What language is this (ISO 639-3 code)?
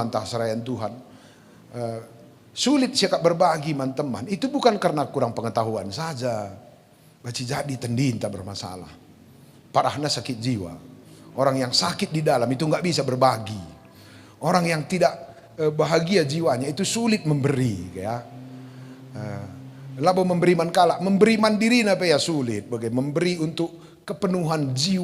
btx